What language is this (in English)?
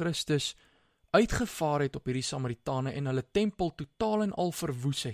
Afrikaans